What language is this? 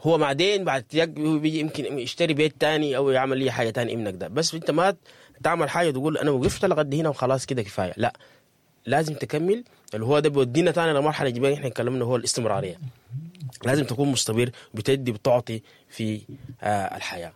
Sudanese Arabic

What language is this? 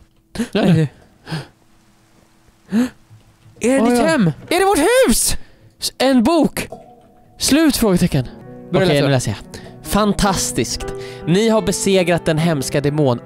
Swedish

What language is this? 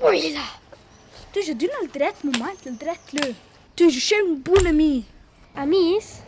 Romansh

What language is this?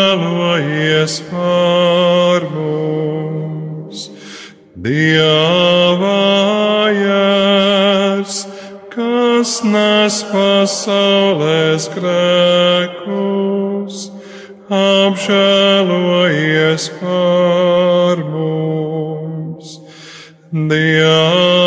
Latvian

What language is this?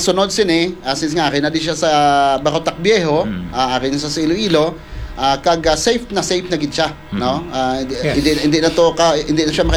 Hiligaynon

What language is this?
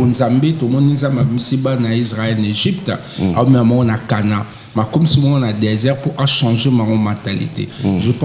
Lingala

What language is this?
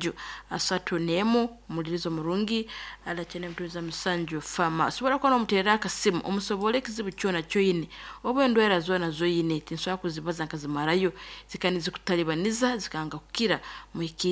Nyankole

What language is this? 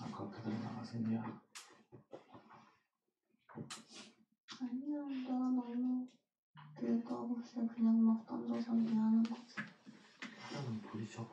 Korean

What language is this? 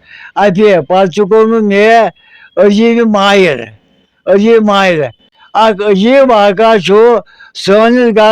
Kashmiri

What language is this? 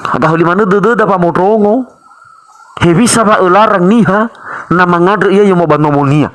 Nias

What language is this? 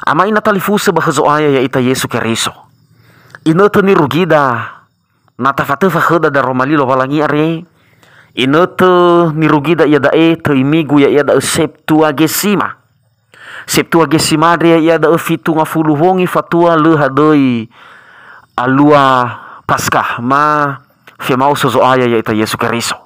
Nias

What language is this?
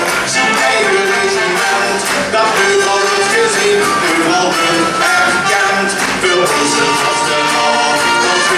Limburgish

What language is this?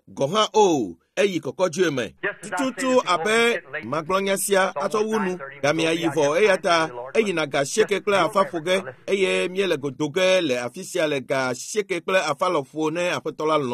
Ewe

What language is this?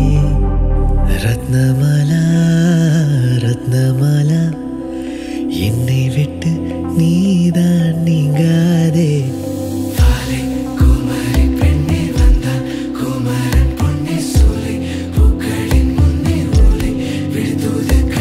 Tamil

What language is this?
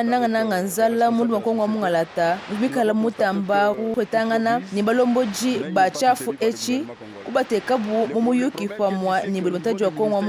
Luba-Lulua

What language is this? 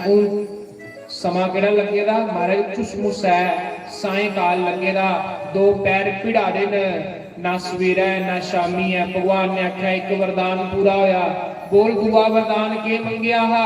Dogri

